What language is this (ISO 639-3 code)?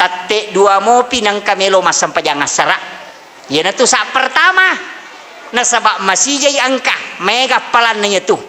bug